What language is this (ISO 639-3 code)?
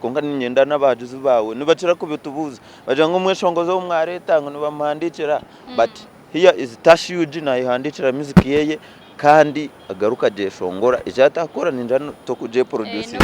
nyn